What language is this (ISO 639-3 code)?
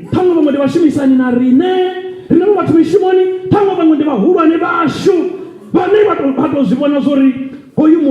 ven